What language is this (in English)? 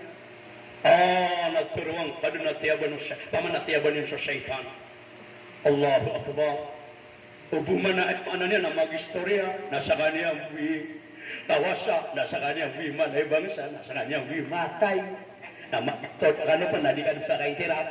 Maranao